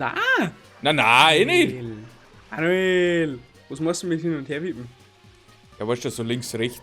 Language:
Bavarian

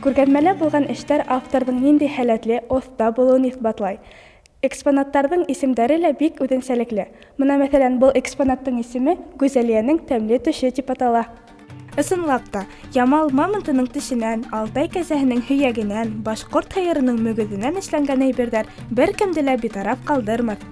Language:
Bashkir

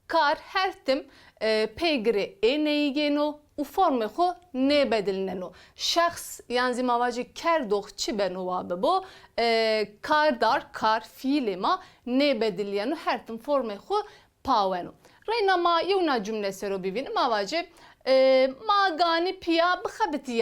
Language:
Zaza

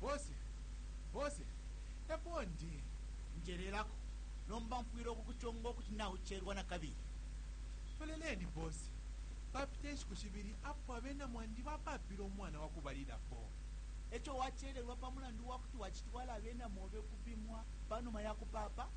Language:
Bemba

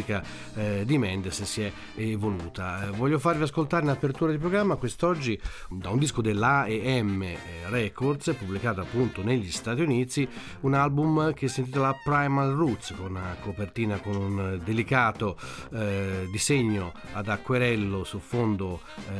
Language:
Italian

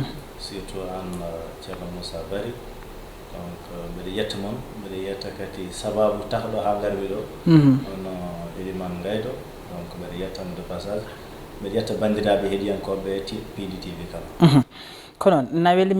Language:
Fula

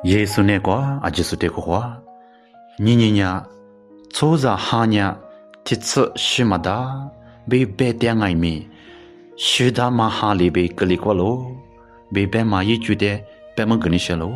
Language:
Lisu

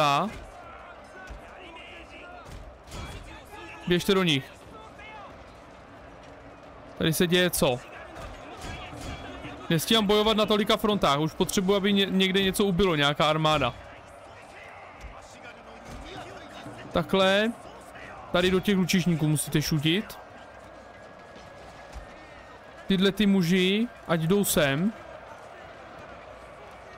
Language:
Czech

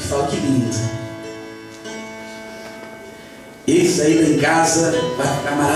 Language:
Portuguese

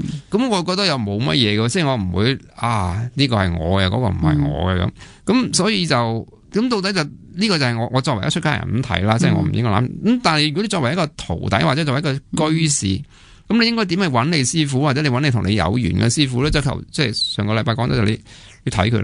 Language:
Cantonese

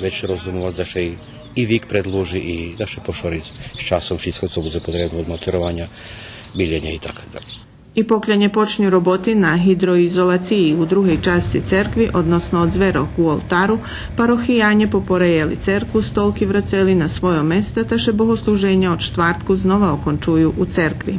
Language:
Rusyn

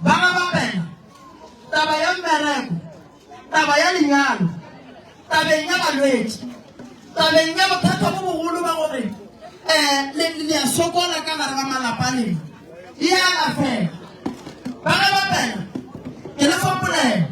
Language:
Northern Sotho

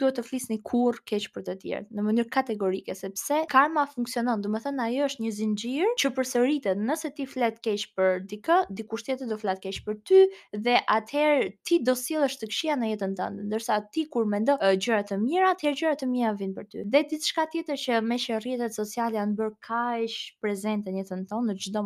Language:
Albanian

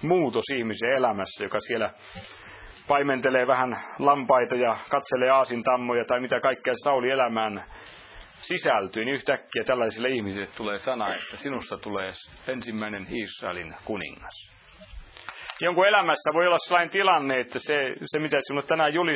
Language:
Finnish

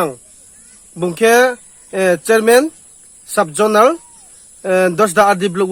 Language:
Riang (India)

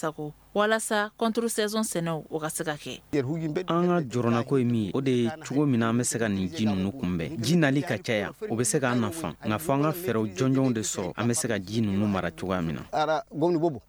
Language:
Bambara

